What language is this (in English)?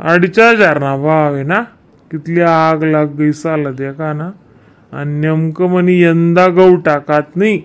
Khandesi